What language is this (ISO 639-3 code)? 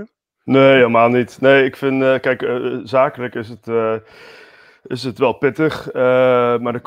nld